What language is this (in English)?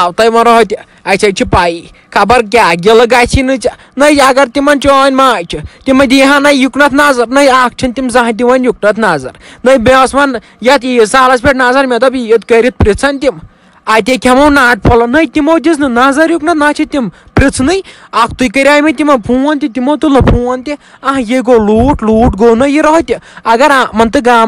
Kashmiri